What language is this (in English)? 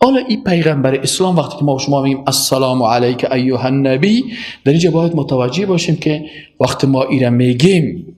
Persian